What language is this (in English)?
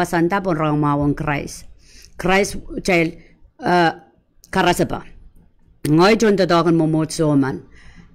Pohnpeian